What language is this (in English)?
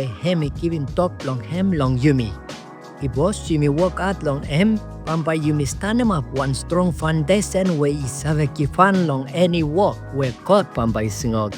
Bislama